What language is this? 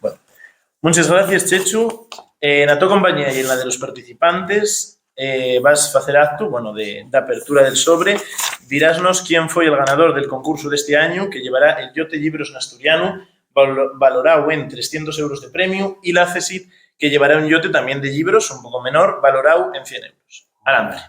Asturian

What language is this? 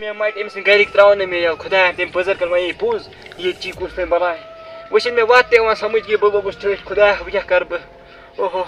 Kashmiri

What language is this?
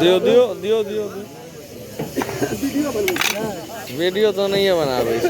Maithili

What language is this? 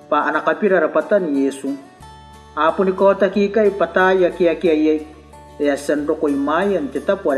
Gilbertese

